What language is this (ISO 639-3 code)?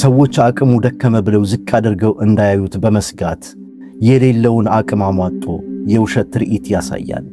amh